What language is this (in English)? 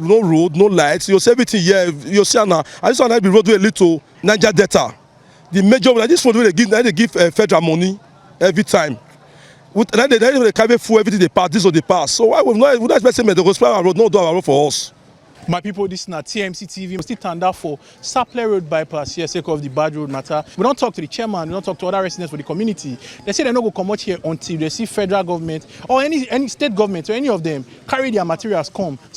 Nigerian Pidgin